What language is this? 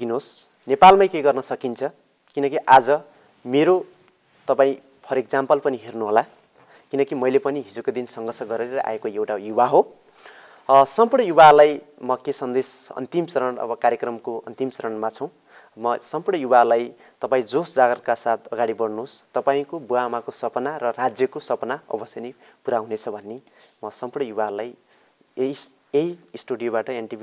Nepali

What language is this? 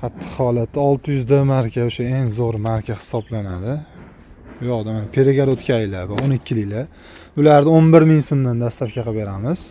Uzbek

